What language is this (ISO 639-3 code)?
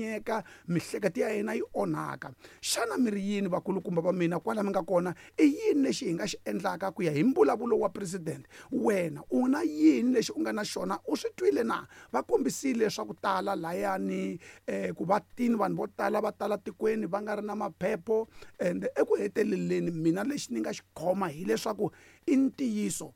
tso